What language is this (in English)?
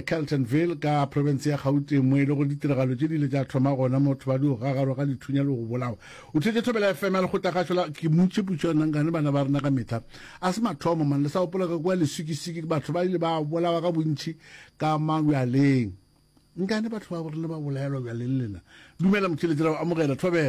Northern Sotho